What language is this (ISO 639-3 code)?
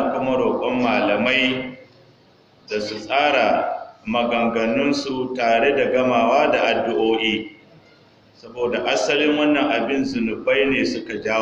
hau